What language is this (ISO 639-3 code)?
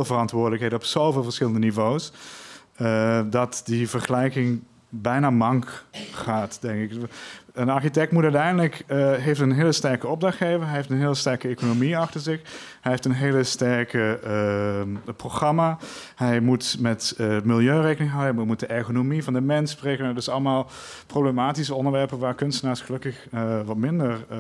nld